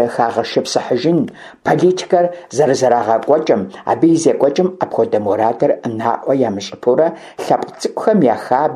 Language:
Kabardian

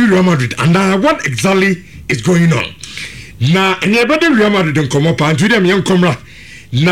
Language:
Akan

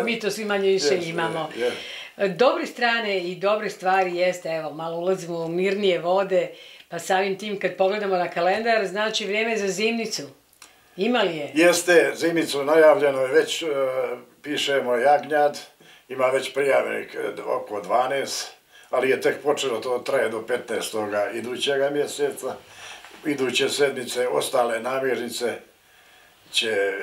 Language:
Bosnian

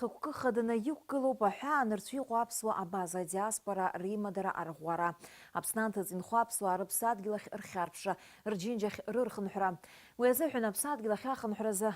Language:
Abkhazian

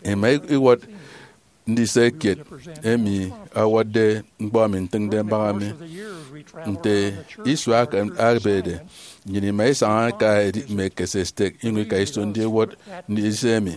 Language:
Efik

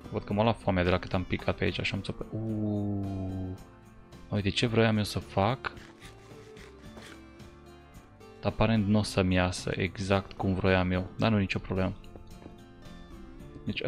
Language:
Romanian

